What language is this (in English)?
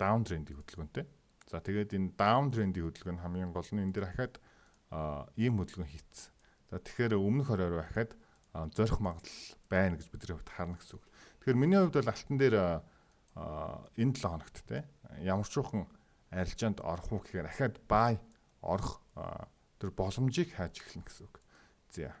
Mongolian